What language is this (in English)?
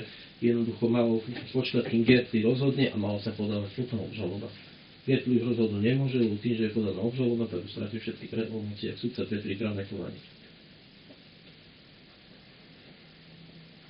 Slovak